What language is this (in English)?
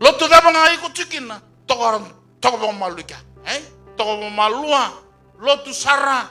Fijian